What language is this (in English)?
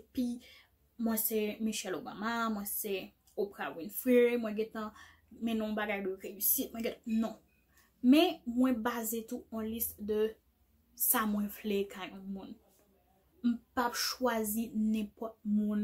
Haitian Creole